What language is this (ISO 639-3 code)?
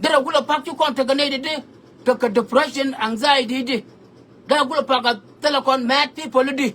nus